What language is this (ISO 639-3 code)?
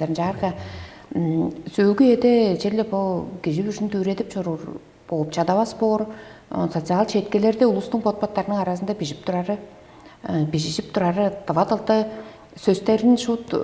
tyv